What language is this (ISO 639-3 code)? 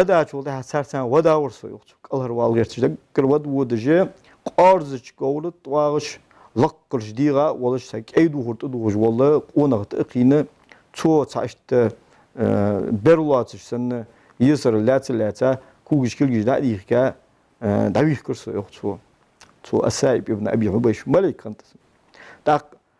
inh